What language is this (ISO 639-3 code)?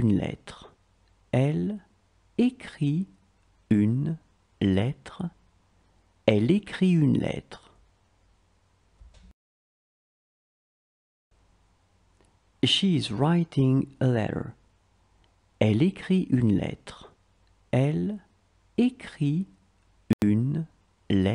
fra